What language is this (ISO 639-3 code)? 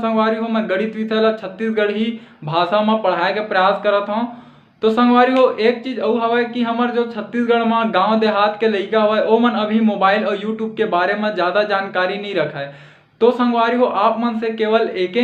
hne